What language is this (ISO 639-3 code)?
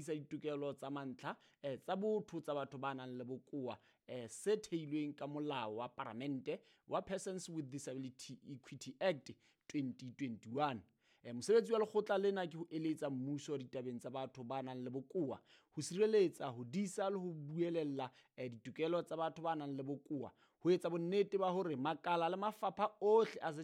sot